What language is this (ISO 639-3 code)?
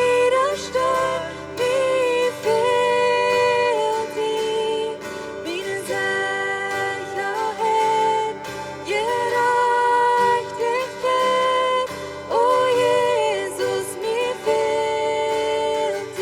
pdt